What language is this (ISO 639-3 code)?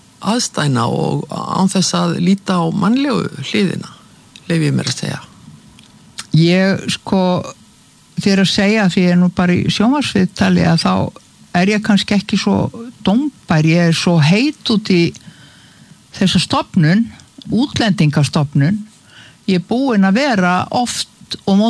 isl